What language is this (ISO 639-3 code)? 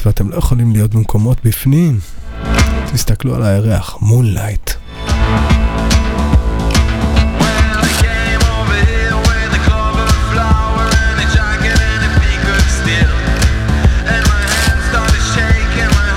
heb